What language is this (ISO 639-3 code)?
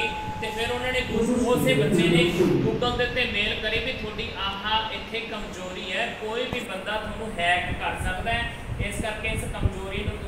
pan